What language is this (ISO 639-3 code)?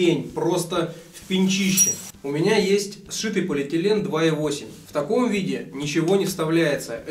rus